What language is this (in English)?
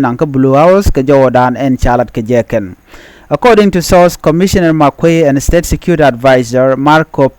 Nuer